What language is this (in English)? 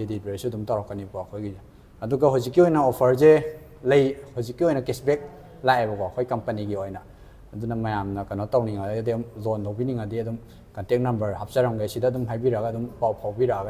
Manipuri